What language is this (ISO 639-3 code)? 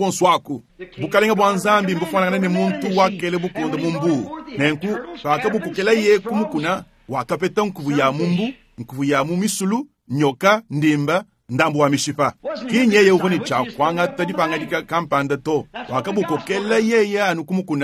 lua